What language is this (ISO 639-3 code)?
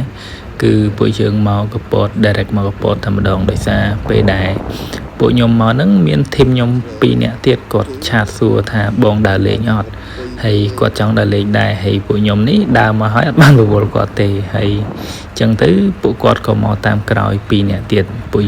khm